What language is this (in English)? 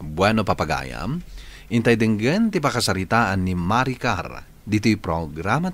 Iloko